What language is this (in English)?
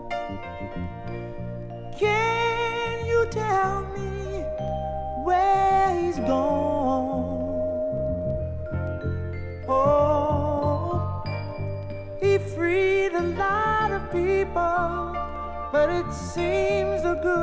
English